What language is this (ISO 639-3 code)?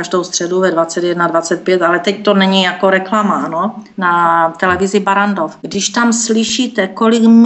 ces